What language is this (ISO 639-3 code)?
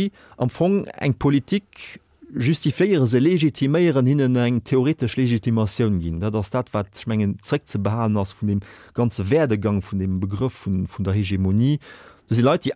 ltz